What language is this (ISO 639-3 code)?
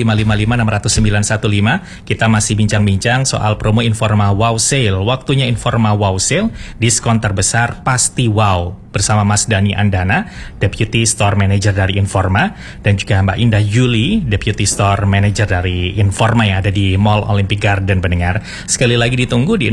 ind